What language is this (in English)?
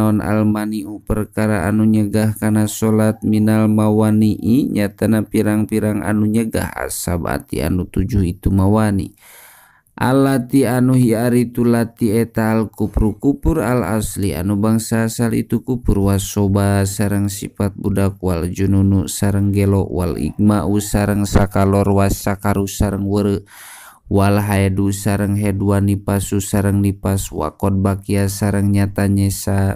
Sundanese